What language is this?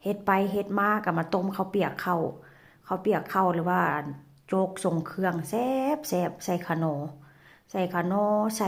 Northeastern Thai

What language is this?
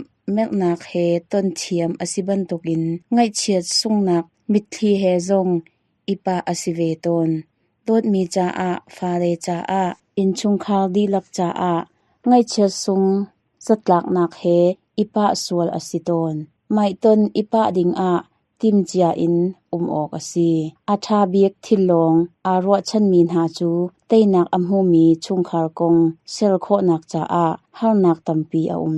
Hakha Chin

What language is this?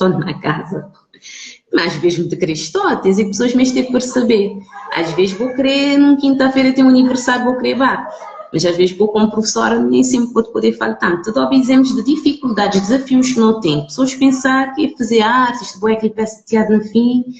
Kabuverdianu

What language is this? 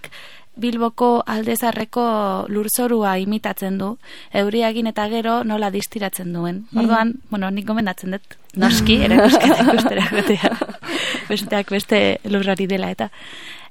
Basque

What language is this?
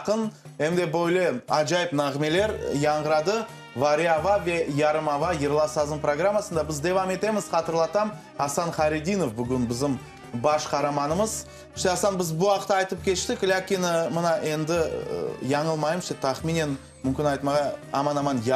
Crimean Tatar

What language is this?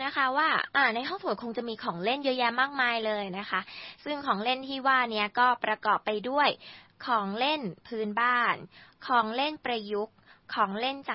Thai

